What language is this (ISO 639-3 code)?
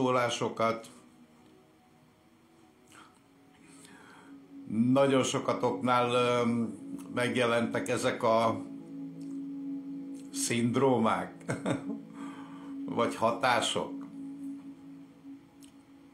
hun